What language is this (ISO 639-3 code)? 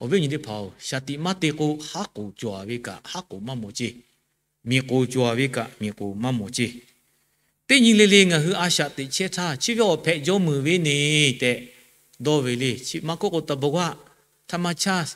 lhu